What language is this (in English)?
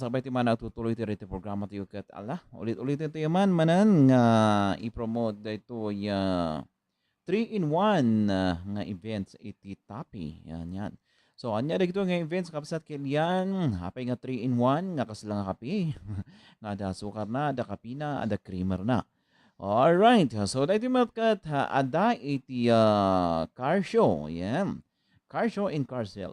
Iloko